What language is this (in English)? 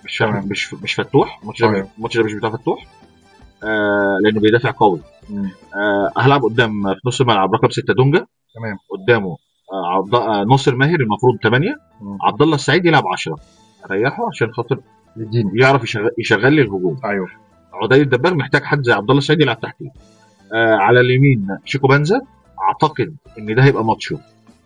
Egyptian Arabic